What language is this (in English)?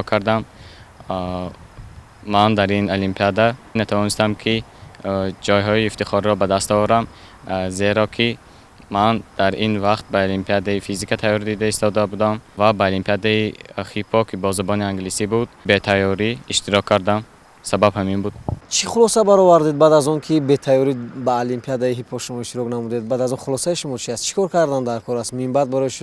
Tajik